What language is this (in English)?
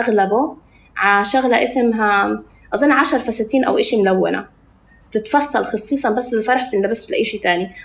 North Levantine Arabic